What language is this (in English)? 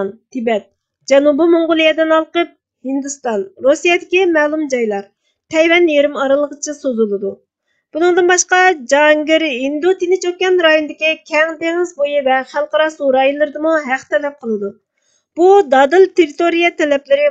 Uyghur